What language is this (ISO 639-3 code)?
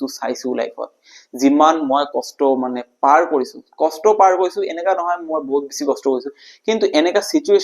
asm